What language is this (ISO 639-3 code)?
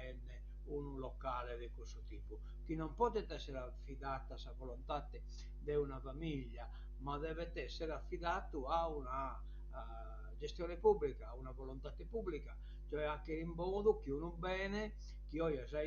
srd